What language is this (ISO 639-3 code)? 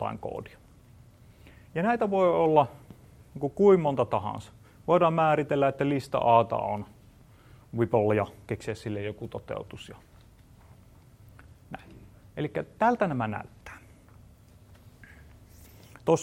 fin